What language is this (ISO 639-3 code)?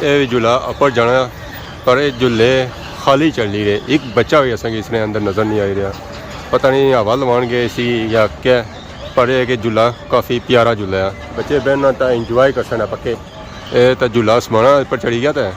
phr